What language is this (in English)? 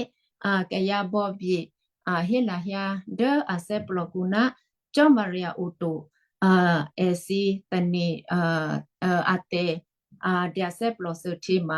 Western Kayah